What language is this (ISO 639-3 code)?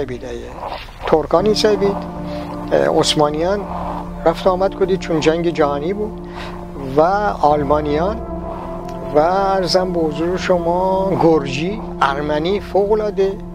glk